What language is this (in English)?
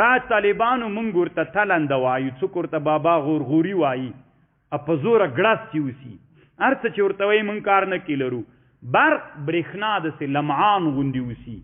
Pashto